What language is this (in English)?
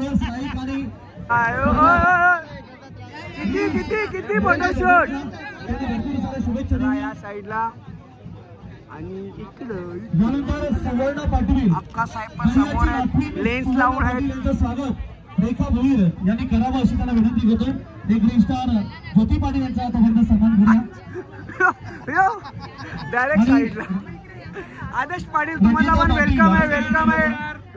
Marathi